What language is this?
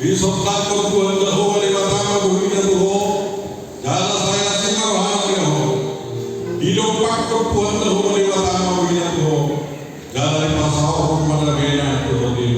Batak Toba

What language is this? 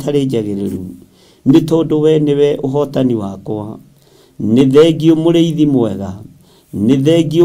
Kikuyu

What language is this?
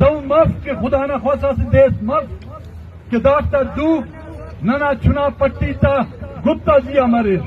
Eastern Balochi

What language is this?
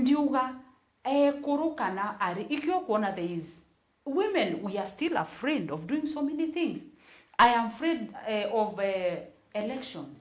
Meru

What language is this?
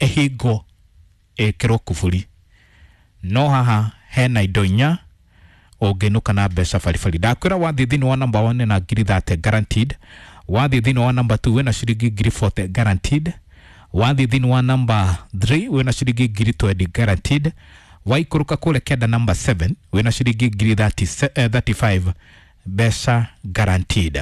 Kikuyu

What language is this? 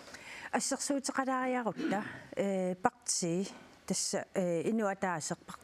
Kalaallisut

